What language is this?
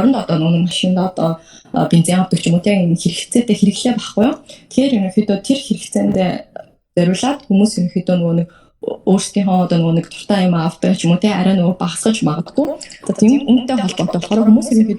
Mongolian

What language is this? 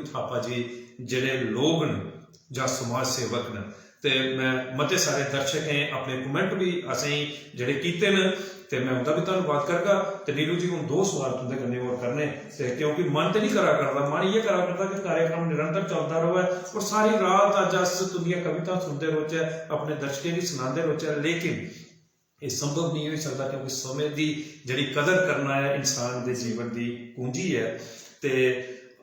Dogri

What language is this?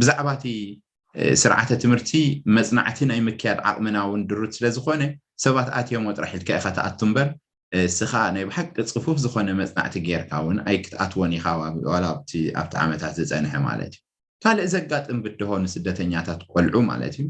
Tigrinya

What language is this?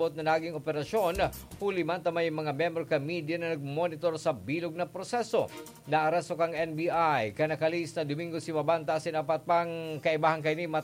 Bikol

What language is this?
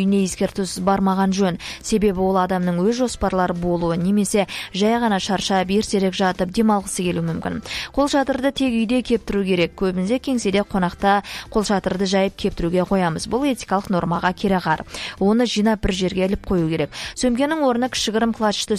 Kazakh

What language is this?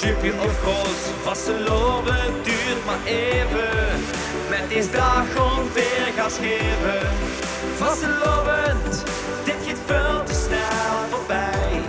Limburgish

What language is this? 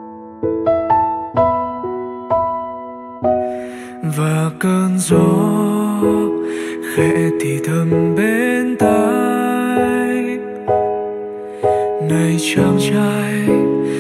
Vietnamese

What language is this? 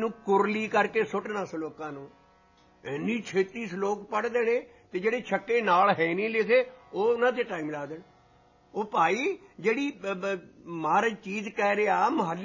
Punjabi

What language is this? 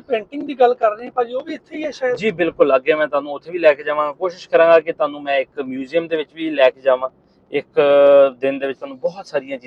Punjabi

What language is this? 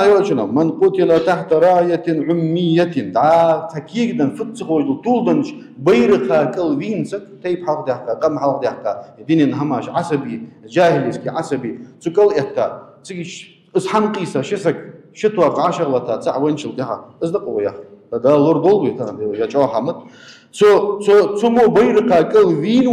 Ingush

